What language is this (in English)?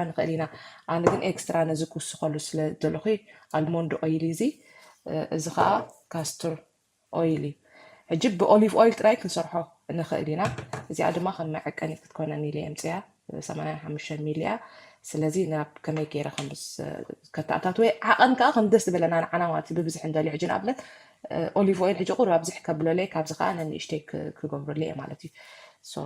Tigrinya